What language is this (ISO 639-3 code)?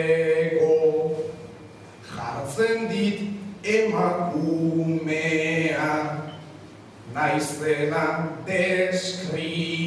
eus